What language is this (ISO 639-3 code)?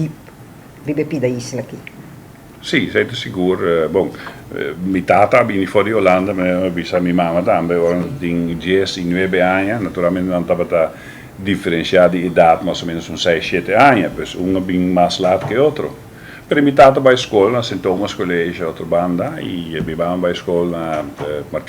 pap